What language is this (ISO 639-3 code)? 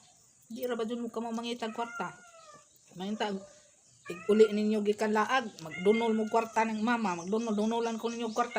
ceb